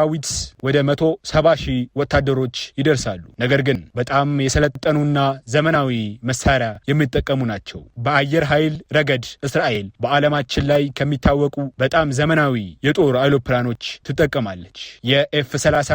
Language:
Amharic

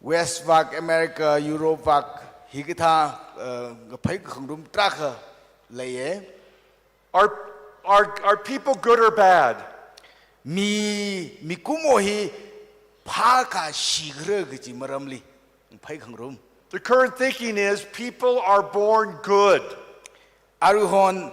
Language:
Tangkhul Naga (India)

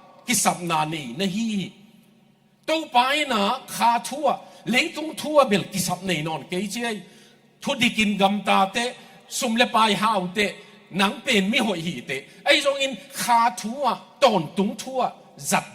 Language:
Tedim Chin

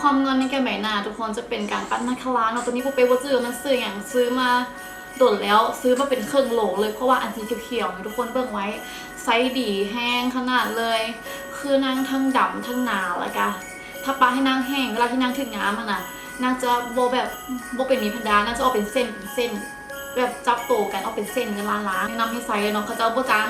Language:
Lao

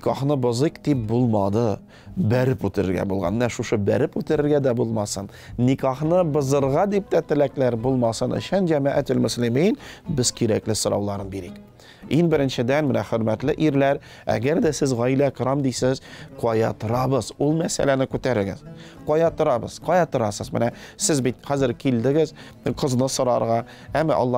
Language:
Tatar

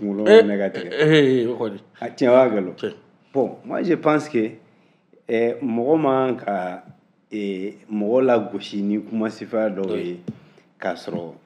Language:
Bambara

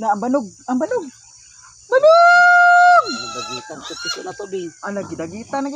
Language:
Cebuano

